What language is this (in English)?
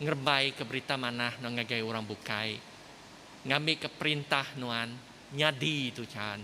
Iban